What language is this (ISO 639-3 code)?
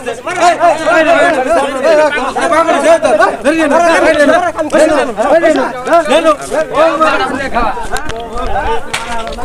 ben